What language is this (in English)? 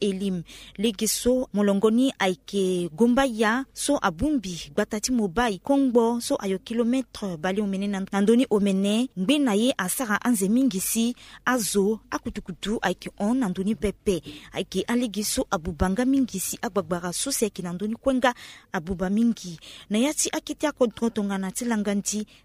Sango